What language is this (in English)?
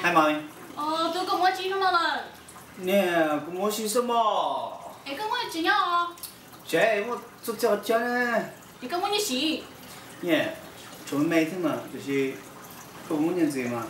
Hmong